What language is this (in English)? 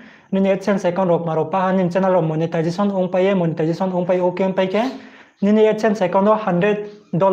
Riang (India)